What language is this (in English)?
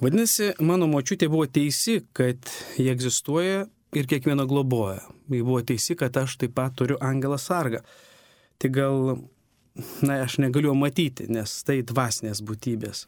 Lithuanian